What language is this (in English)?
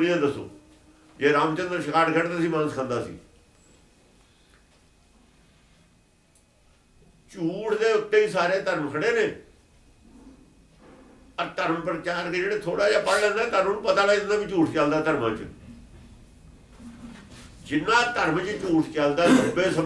Punjabi